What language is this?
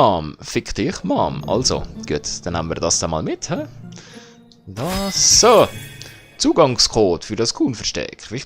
Swiss German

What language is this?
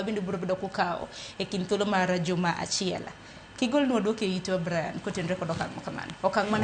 Luo (Kenya and Tanzania)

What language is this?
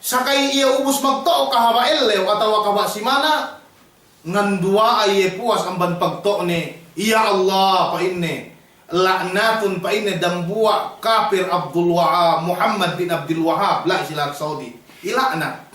Yakan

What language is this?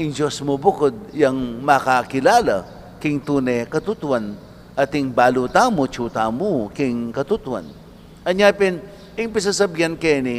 Pampanga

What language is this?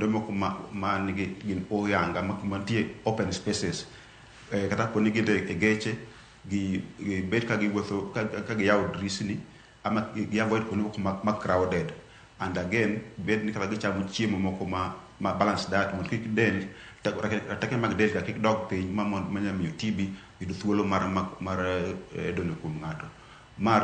Luo (Kenya and Tanzania)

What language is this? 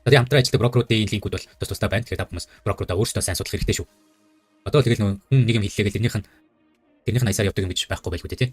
Mongolian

